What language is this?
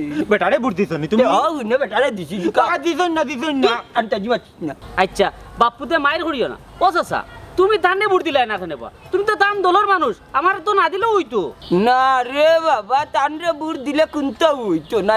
Sylheti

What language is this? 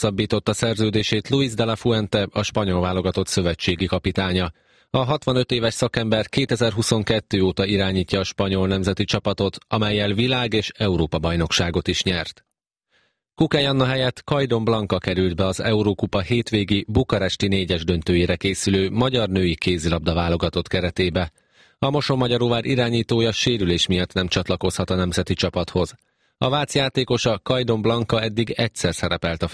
Hungarian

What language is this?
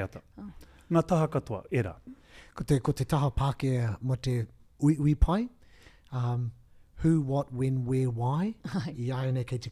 Māori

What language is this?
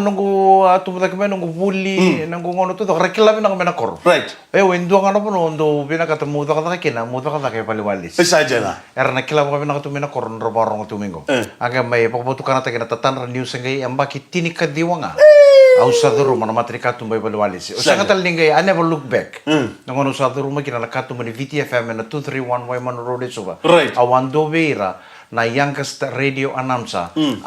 Fijian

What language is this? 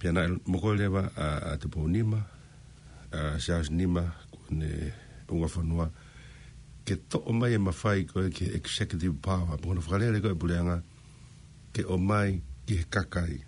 Tongan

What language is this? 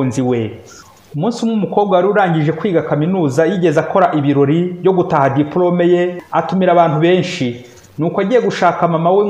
Kinyarwanda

